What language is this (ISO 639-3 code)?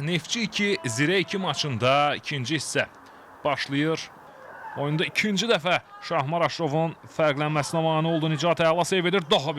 aze